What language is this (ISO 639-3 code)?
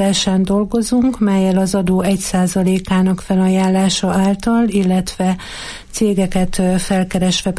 hun